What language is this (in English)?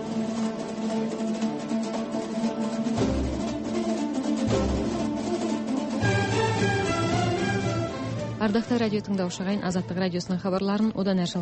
Kazakh